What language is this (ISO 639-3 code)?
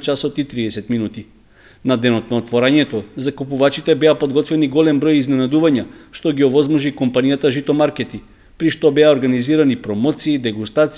mkd